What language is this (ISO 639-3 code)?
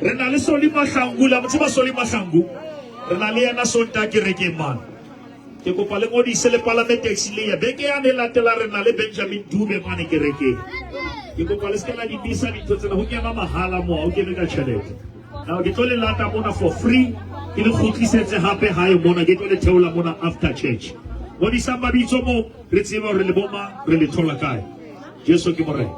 sot